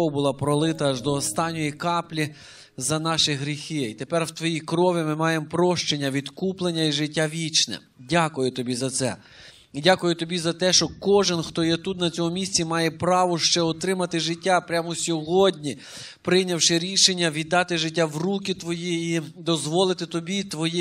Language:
Ukrainian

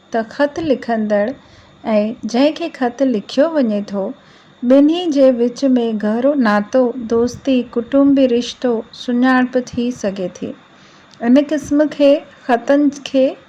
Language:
Sindhi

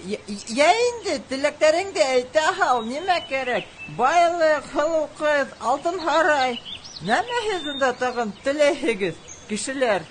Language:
Bashkir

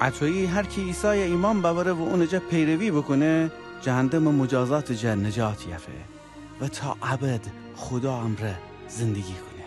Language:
Gilaki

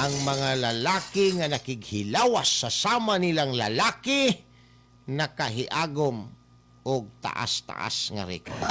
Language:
Cebuano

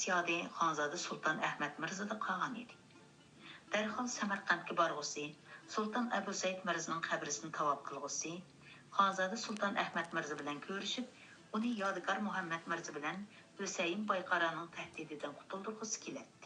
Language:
Uyghur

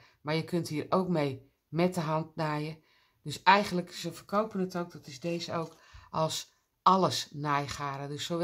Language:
Dutch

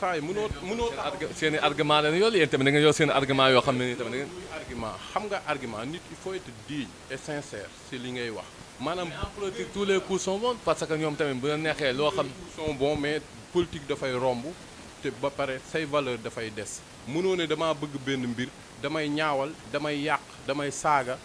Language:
Wolof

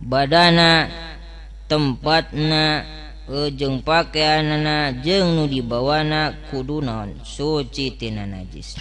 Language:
Sundanese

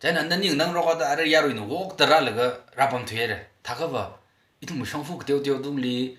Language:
Tangkhul Naga (India)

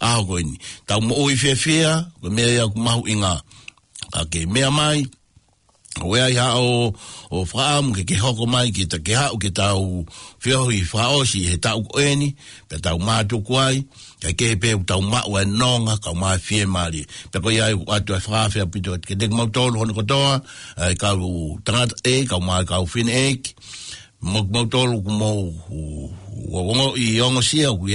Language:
Tongan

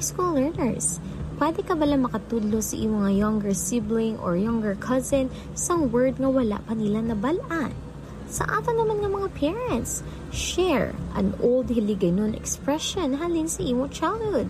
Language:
Hiligaynon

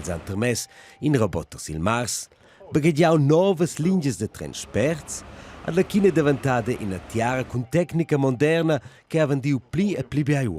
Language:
Romansh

